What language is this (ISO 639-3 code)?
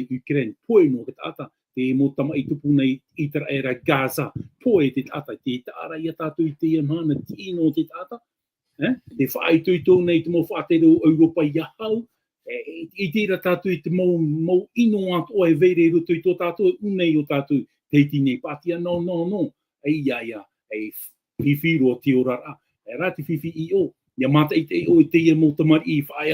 tah